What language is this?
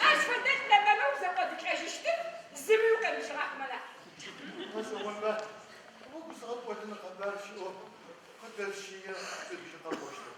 Adyghe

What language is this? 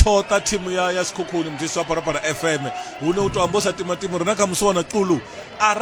Venda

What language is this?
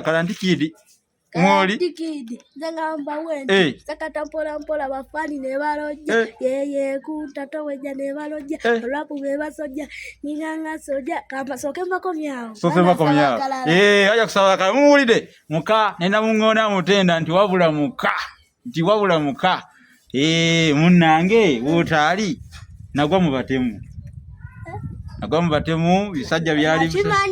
Ganda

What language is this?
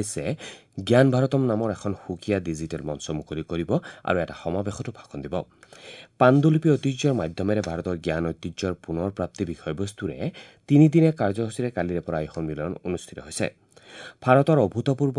Assamese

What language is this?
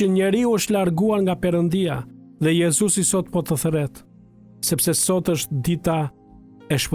Albanian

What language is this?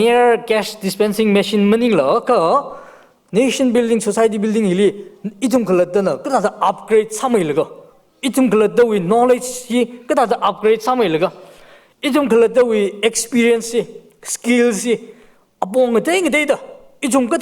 Tangkhul Naga (India)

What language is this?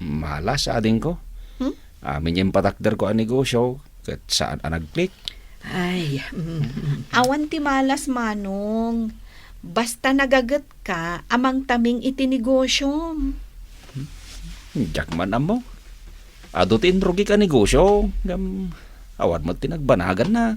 Iloko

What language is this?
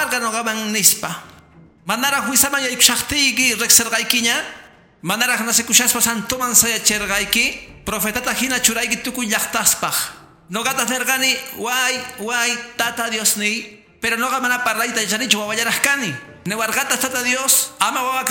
Quechua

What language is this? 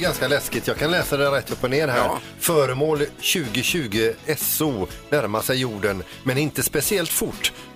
Swedish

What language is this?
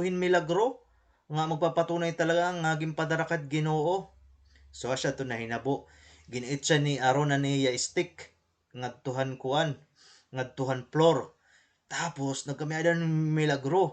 Waray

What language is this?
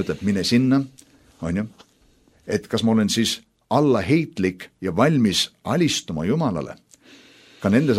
Estonian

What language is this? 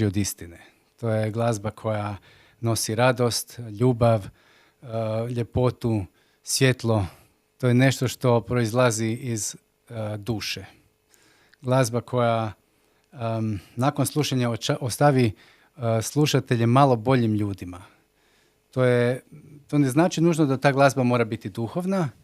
Macedonian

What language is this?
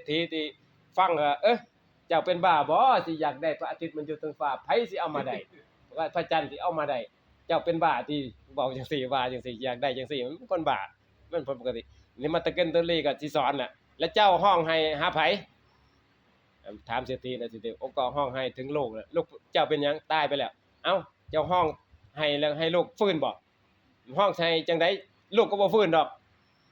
Northeastern Thai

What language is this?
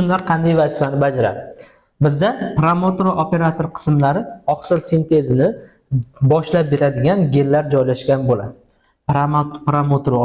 Uzbek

